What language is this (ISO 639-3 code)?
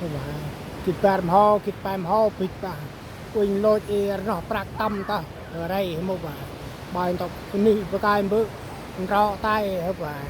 cmo